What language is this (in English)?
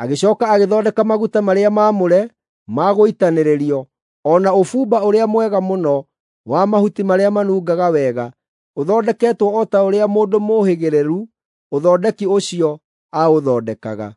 Kikuyu